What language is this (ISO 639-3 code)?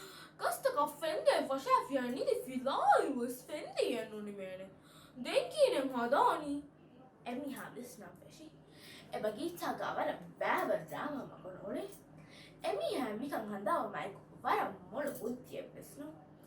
div